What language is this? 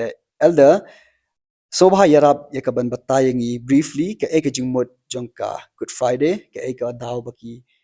Khasi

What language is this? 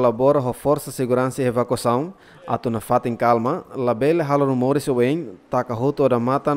Tetum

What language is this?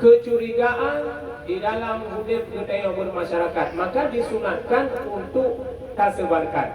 Achinese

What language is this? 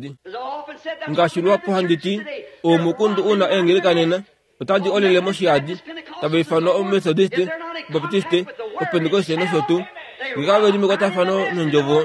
Kuanyama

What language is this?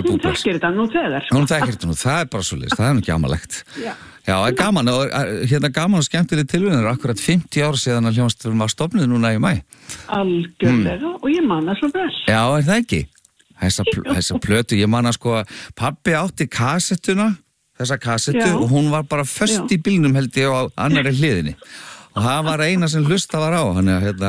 Icelandic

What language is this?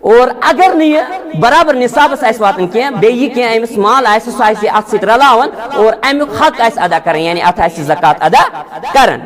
Kashmiri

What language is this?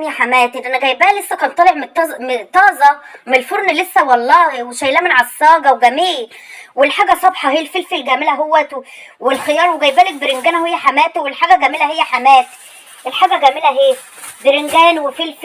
Egyptian Arabic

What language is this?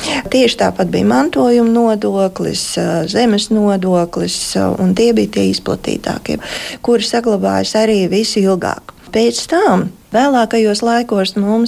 Latvian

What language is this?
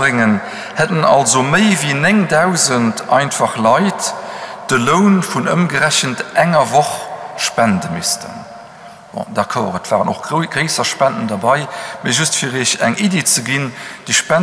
Luxembourgish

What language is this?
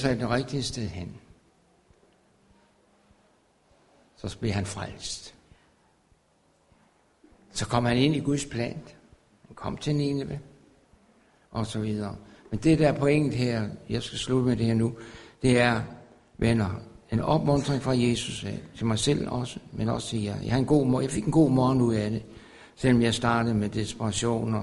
Danish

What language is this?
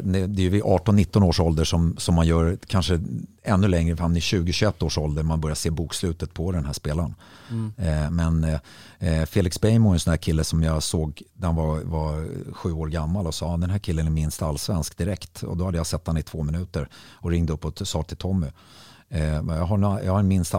Swedish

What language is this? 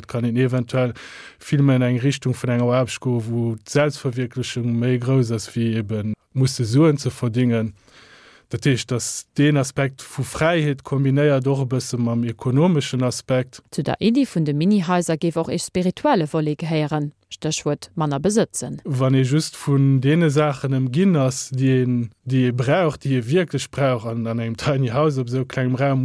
Luxembourgish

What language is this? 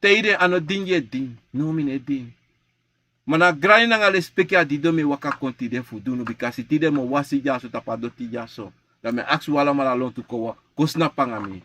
Sranan Tongo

